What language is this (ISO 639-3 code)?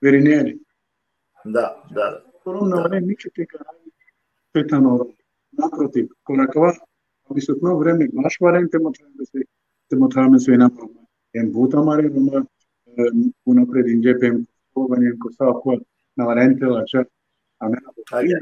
rmn